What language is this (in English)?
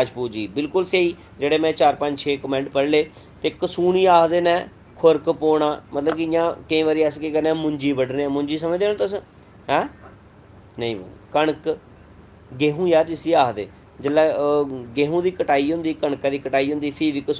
Dogri